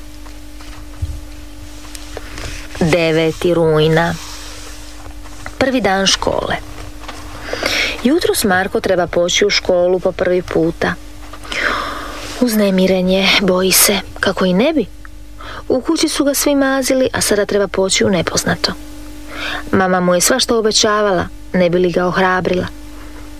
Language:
Croatian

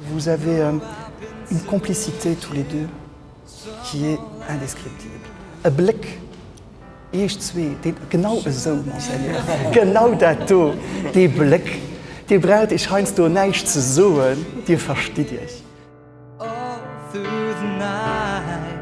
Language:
Luxembourgish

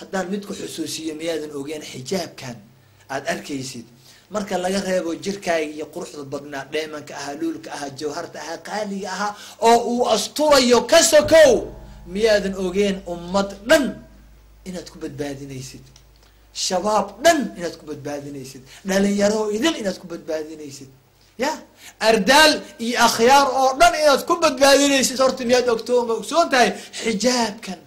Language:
Somali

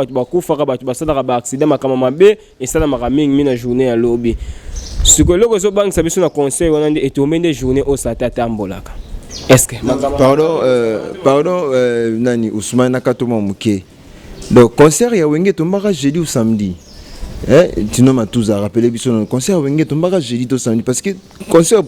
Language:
Lingala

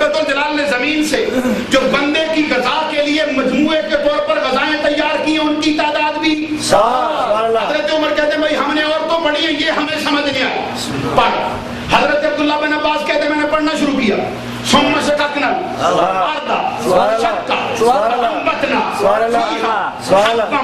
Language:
Urdu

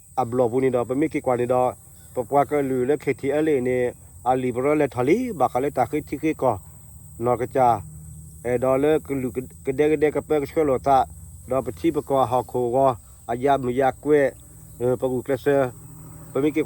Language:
S'gaw Karen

